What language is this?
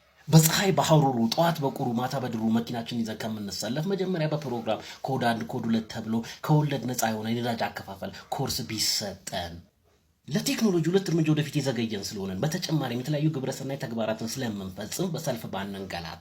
Amharic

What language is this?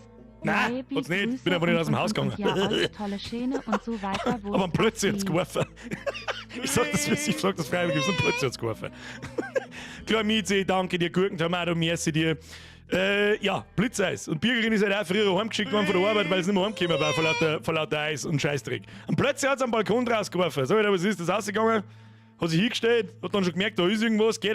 Bavarian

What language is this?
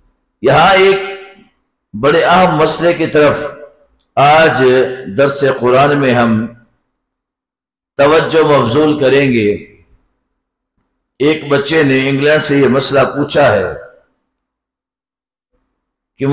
Urdu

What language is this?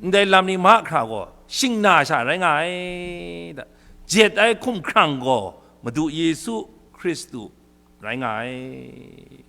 Kachin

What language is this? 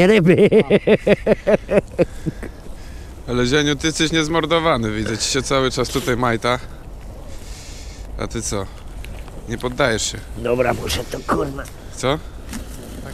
Polish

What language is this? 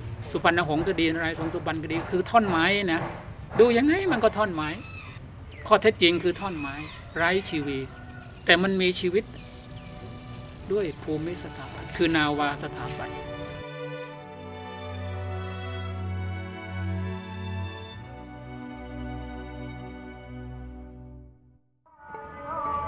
Thai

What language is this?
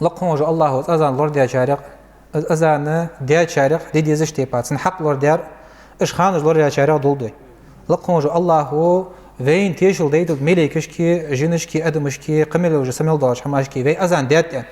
Ingush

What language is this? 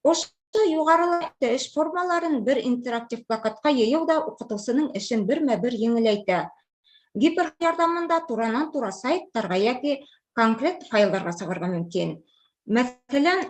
Bashkir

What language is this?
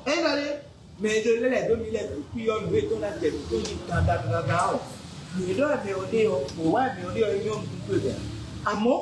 Fon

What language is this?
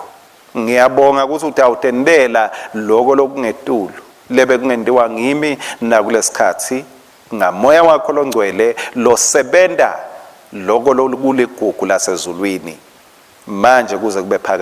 Swati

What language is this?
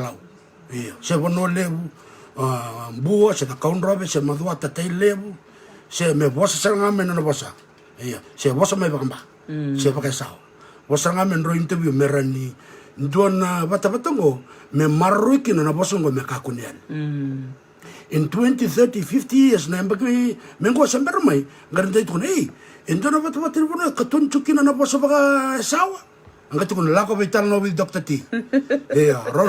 Fijian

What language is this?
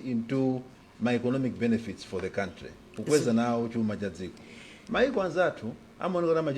Nyanja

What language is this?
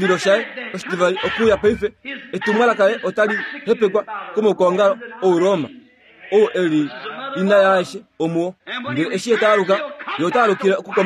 Kuanyama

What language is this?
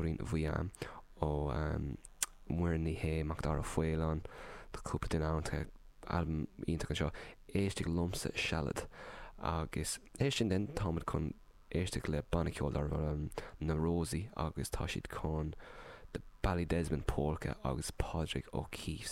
Irish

